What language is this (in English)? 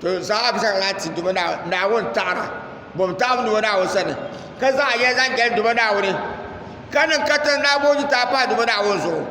Dagbani